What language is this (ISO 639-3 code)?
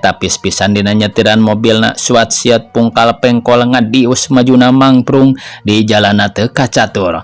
sun